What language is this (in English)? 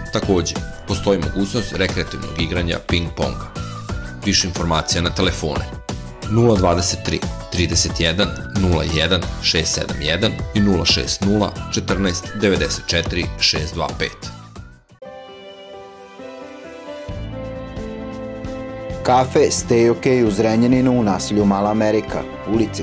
Serbian